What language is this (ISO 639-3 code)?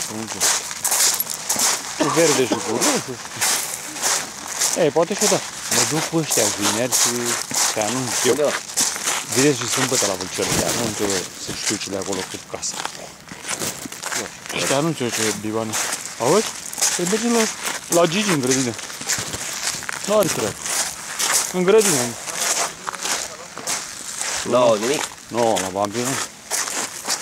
ron